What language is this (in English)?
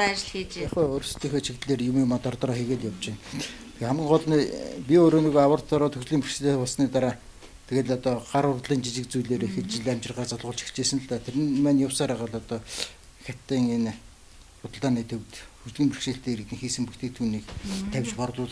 Mongolian